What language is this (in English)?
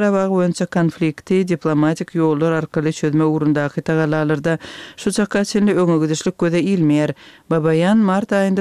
Kyrgyz